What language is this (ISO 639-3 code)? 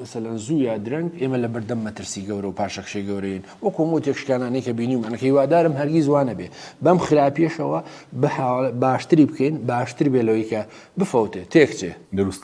ckb